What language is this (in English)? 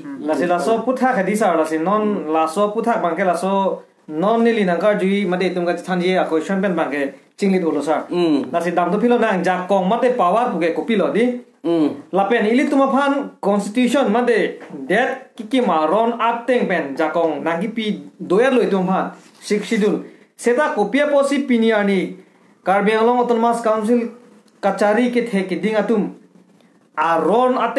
Karbi